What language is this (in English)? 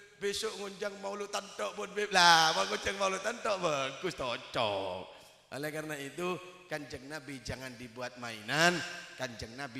Madurese